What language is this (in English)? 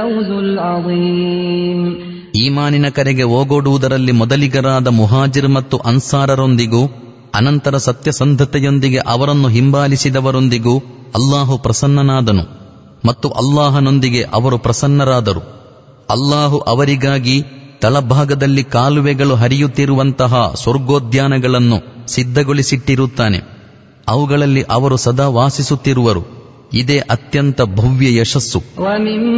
Kannada